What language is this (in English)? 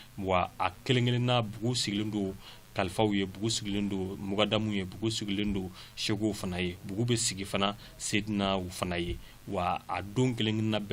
Bambara